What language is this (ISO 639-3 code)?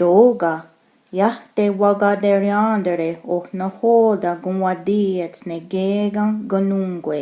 moh